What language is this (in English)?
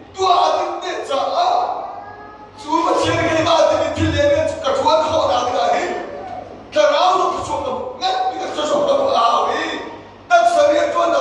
Hakha Chin